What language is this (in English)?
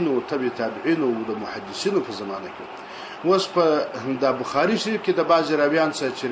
Pashto